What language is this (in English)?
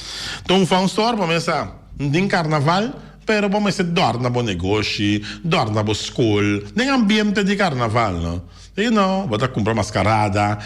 Papiamento